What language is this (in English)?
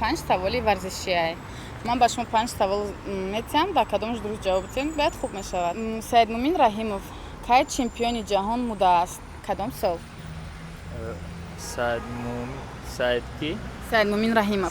Tajik